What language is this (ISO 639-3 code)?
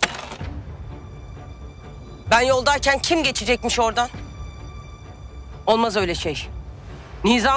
tur